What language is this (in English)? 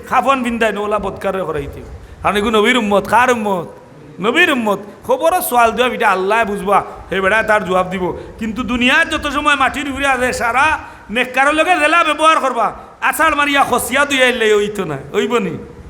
Sylheti